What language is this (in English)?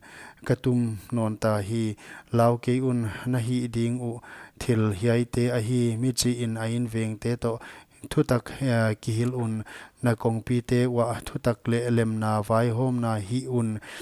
Paite Chin